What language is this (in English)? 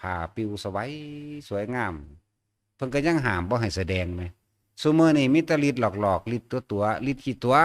Northeastern Thai